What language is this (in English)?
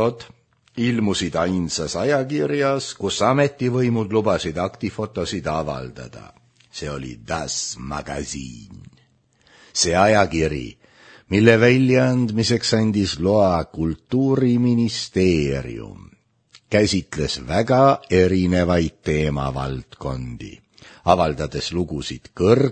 Estonian